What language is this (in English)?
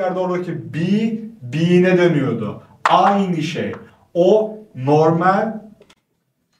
Turkish